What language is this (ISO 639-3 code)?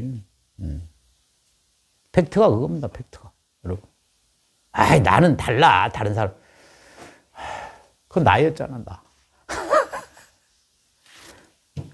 kor